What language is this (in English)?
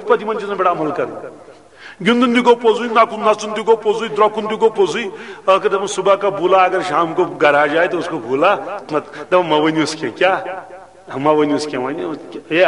Kashmiri